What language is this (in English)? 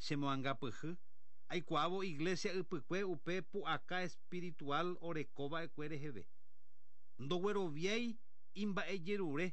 Guarani